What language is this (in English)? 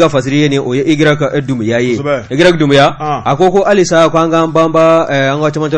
Bambara